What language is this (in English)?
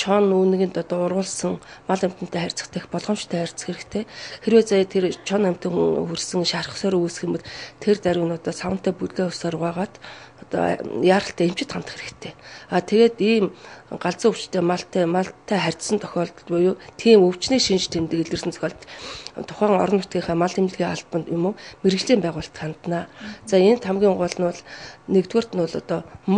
Mongolian